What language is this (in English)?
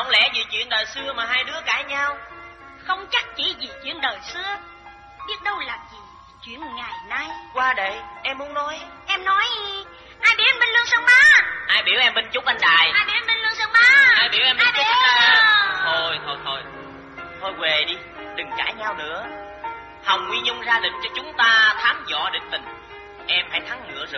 Vietnamese